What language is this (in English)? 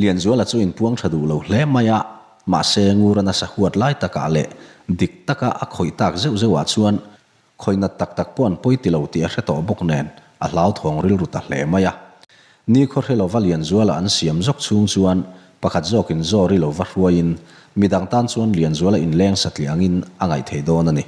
Mizo